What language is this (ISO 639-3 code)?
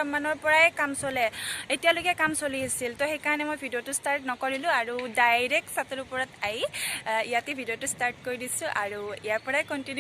asm